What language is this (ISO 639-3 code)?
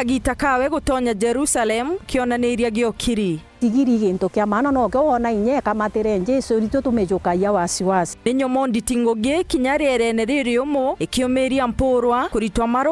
mer